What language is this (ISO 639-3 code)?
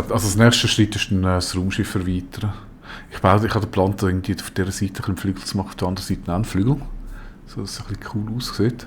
gsw